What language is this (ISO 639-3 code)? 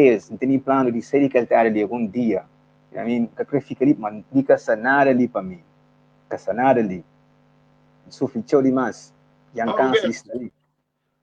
kea